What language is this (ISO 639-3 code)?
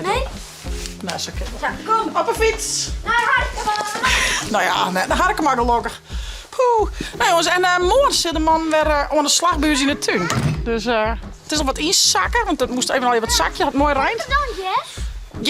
fry